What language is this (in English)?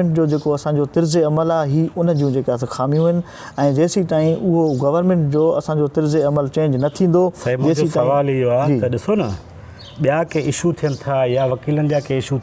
Sindhi